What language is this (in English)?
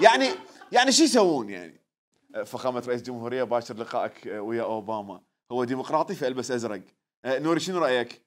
Mesopotamian Arabic